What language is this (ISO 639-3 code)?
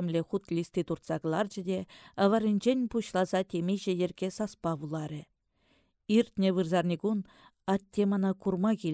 chv